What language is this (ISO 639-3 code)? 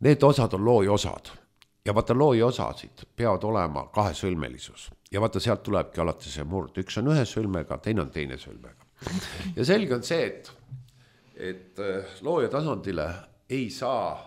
est